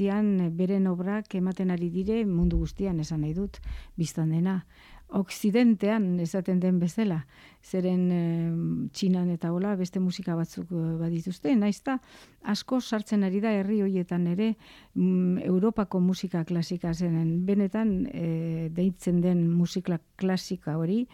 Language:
Basque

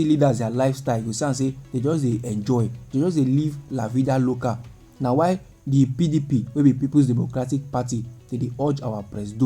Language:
Nigerian Pidgin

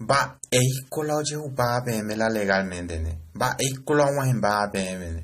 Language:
Guarani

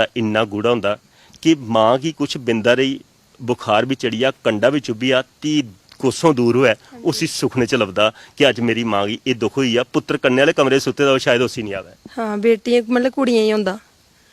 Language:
Dogri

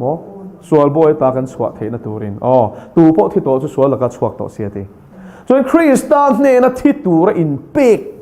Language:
Mizo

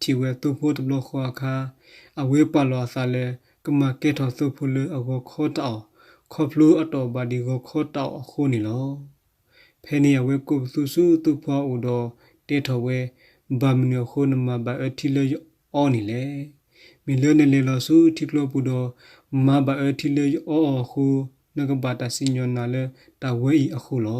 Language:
S'gaw Karen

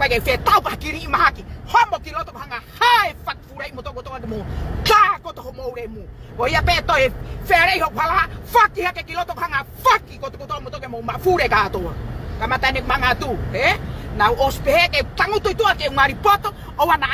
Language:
Tongan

